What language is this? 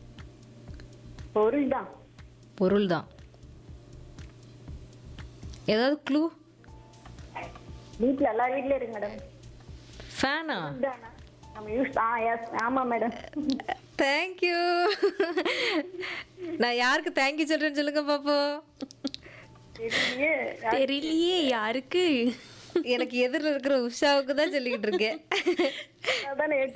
Tamil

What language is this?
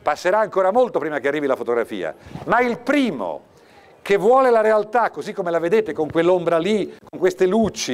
Italian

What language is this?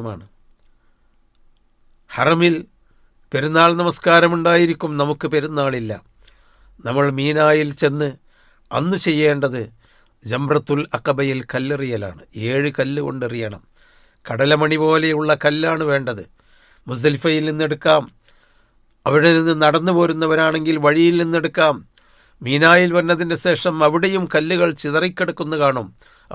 Malayalam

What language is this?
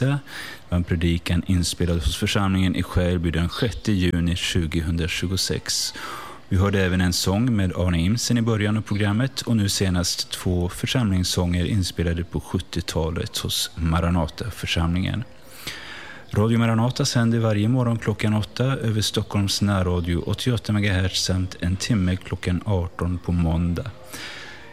Swedish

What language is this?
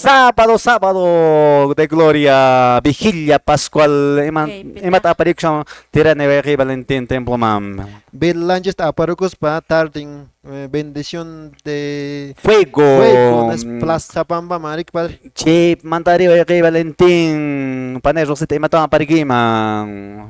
Quechua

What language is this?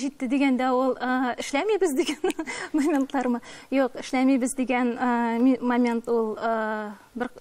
Tatar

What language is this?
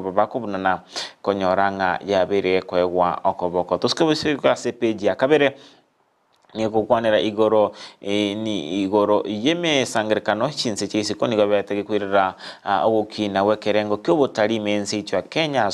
Gusii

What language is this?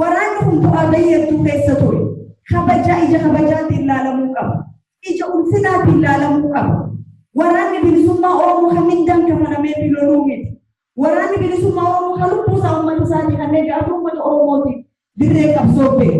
Oromo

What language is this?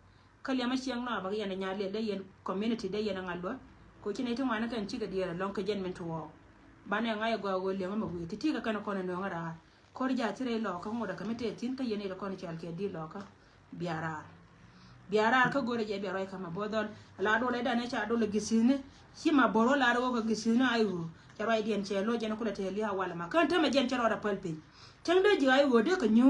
Nuer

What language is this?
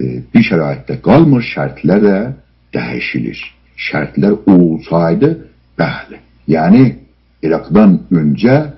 South Azerbaijani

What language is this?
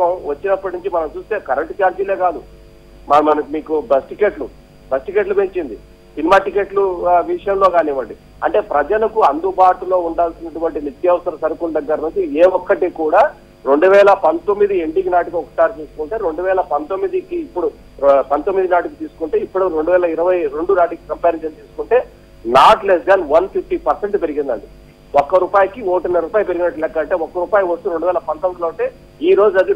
Telugu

